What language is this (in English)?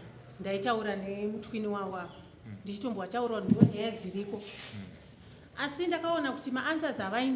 Shona